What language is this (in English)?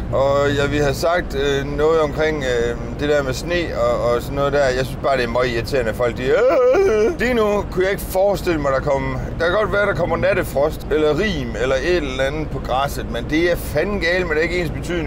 Danish